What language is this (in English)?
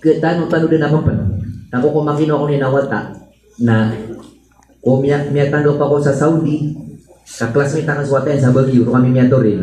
Maranao